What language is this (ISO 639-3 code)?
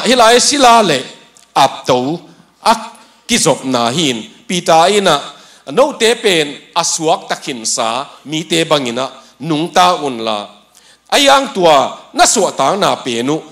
ctd